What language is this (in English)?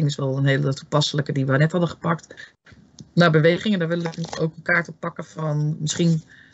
Dutch